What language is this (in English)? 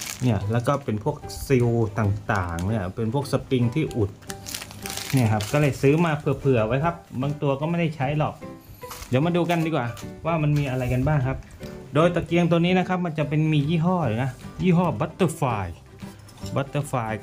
Thai